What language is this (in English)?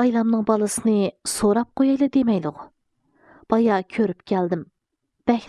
Uyghur